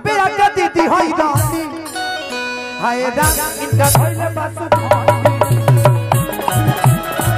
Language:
Bhojpuri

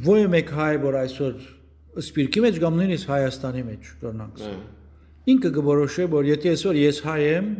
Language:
Western Armenian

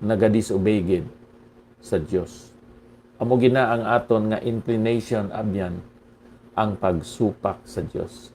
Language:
Hiligaynon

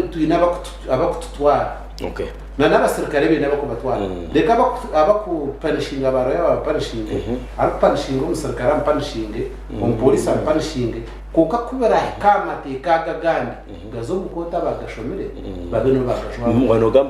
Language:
Nyankole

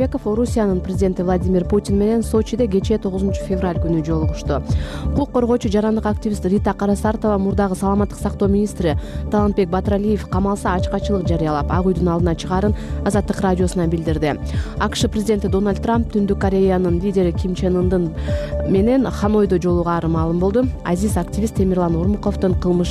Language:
Kyrgyz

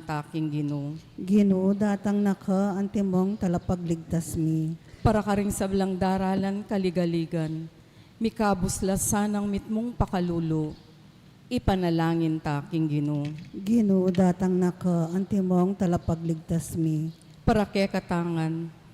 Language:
Pampanga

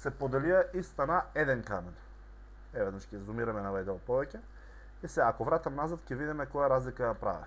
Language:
Macedonian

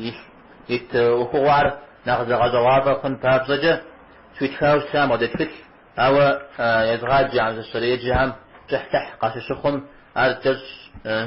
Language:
Kabardian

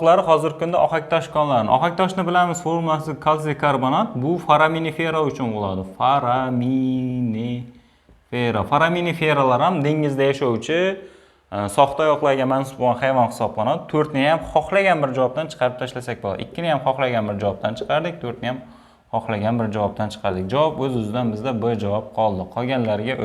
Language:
Uzbek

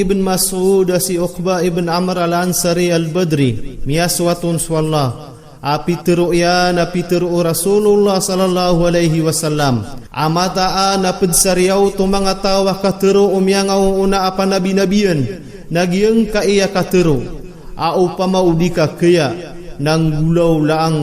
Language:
Maranao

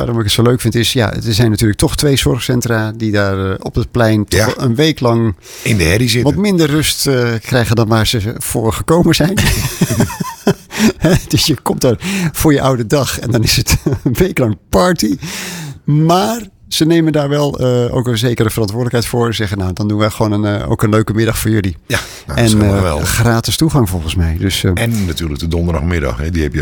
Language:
Dutch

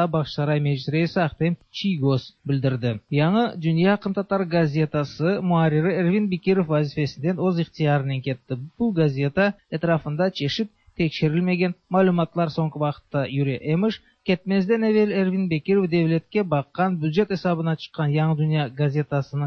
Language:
Tatar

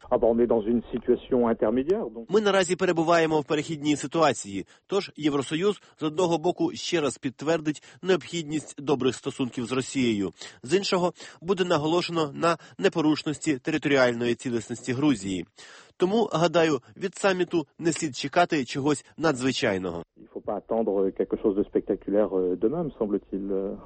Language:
Ukrainian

